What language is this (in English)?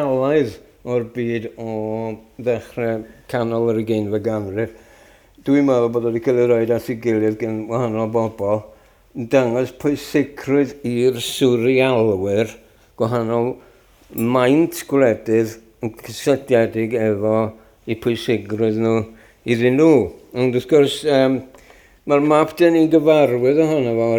Welsh